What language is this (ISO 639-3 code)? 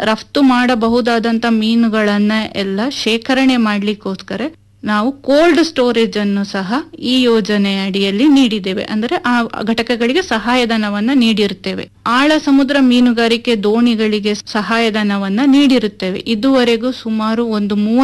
kan